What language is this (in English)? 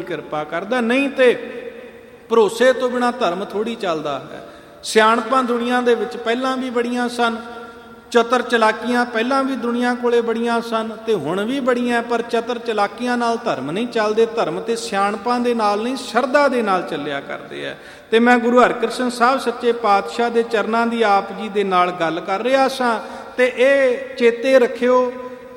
Punjabi